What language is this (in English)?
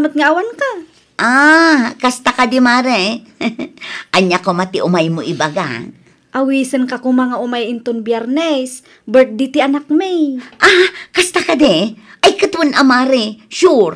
Iloko